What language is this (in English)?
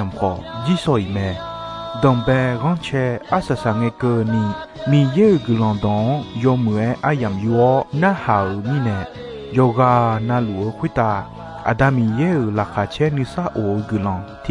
Akha